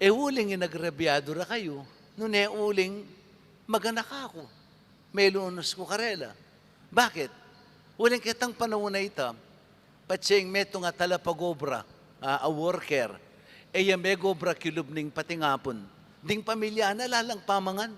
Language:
Pampanga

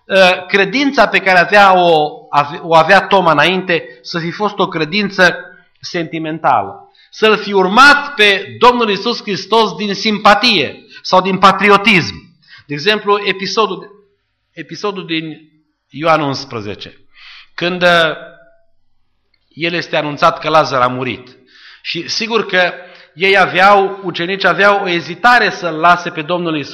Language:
Romanian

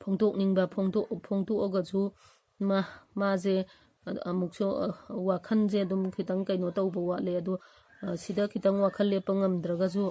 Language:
Manipuri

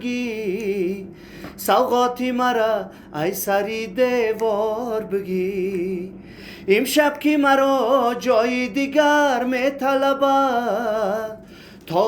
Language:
Tajik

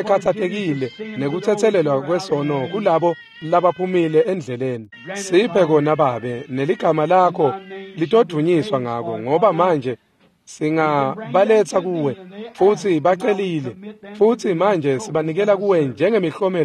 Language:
Swati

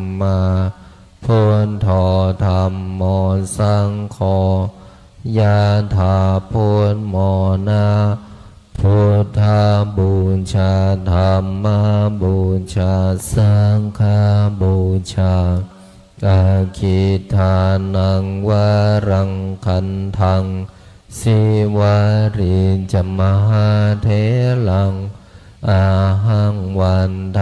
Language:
Pali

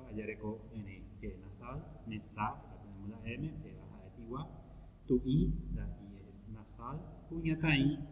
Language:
Guarani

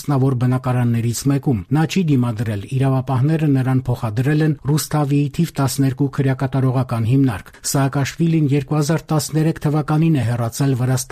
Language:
Armenian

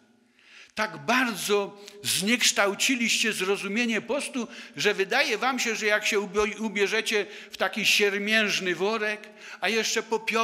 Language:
Polish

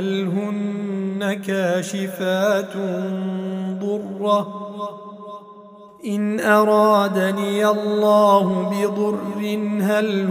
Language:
Arabic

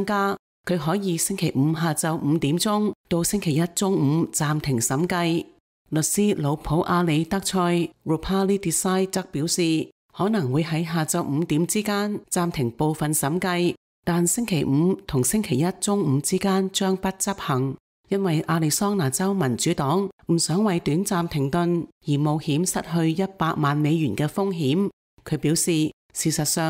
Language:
Cantonese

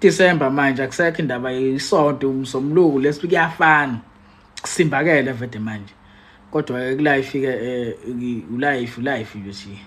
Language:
Zulu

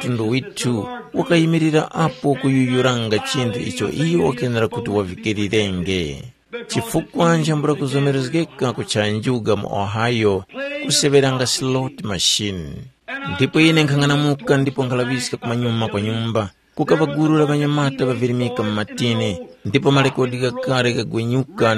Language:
Tumbuka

